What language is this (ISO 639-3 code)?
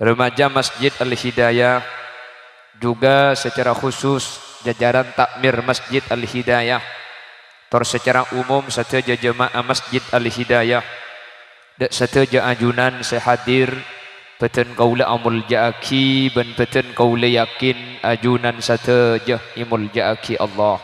mad